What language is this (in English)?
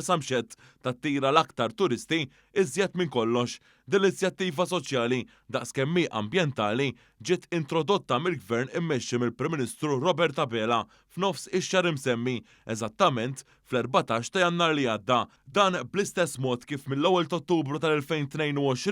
Maltese